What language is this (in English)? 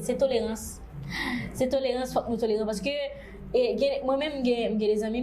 Haitian Creole